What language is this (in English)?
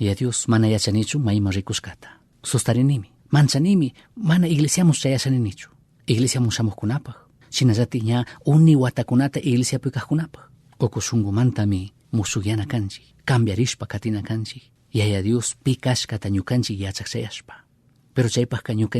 Chimborazo Highland Quichua